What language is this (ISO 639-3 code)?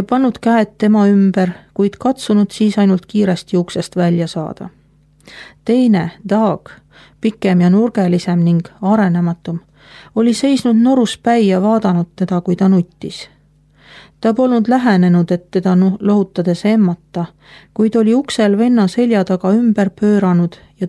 est